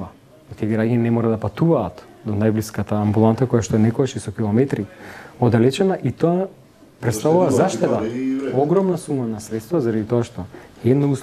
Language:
Macedonian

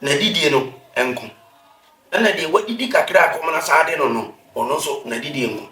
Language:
Akan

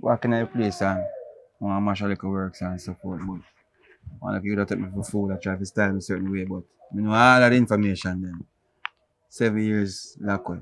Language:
Jamaican Creole English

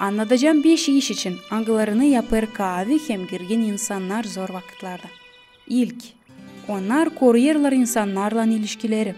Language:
Gagauz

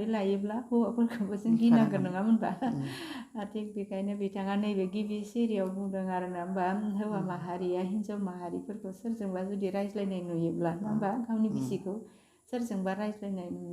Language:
Bodo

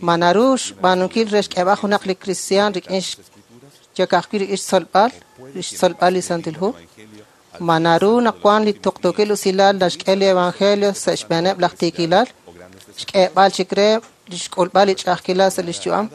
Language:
Kekchí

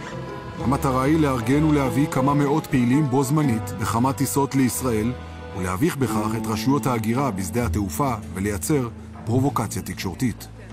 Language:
Hebrew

